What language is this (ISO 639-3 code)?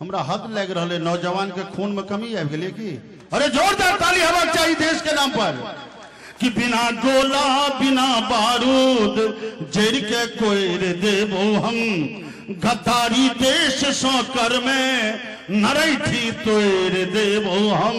mai